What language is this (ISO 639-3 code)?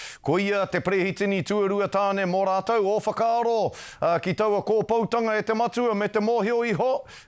mri